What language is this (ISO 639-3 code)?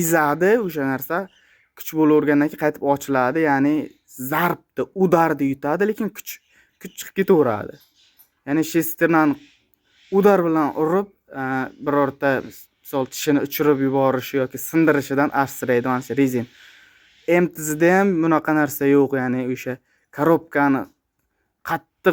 uzb